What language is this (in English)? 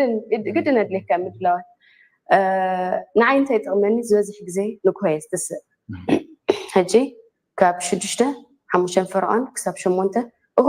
Tigrinya